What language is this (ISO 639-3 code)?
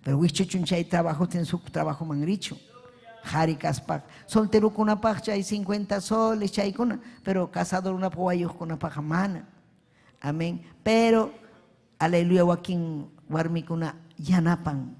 quy